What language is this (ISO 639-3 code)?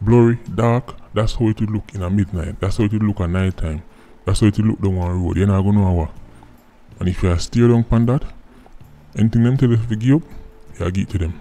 jam